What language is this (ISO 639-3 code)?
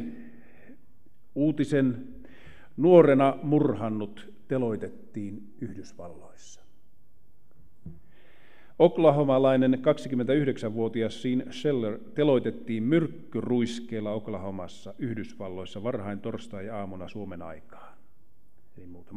fin